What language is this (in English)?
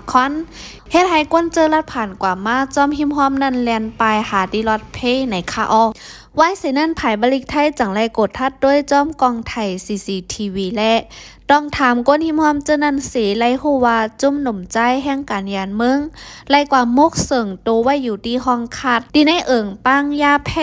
Shan